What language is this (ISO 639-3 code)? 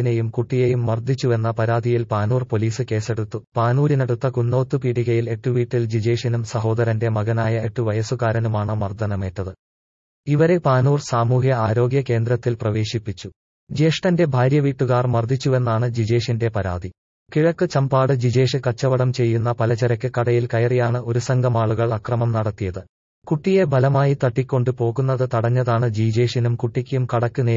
mal